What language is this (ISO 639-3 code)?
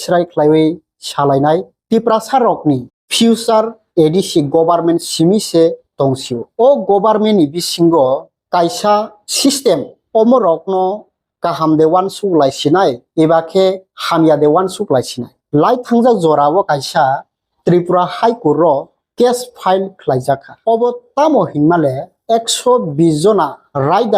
trp